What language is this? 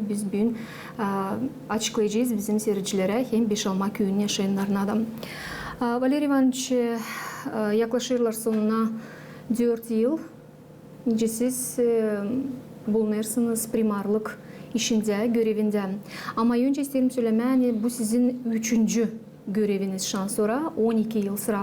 Gagauz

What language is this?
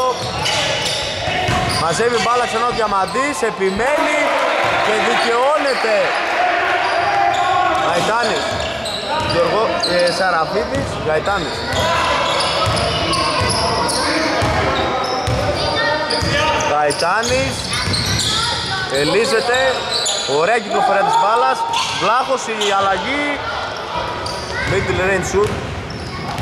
Greek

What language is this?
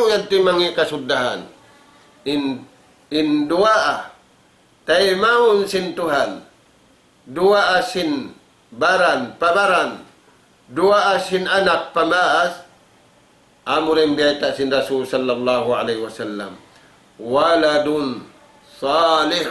Tausug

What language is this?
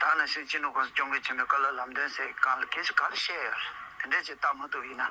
Tibetan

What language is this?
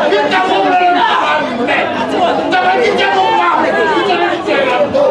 Northern Sotho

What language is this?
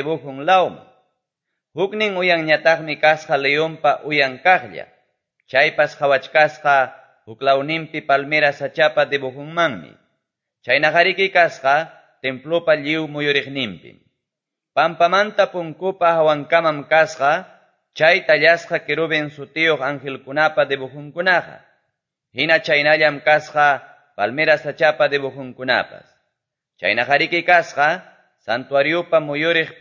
Quechua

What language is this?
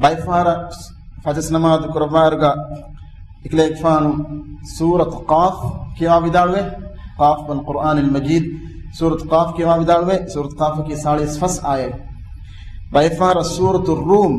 Divehi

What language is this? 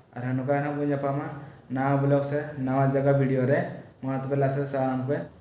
Santali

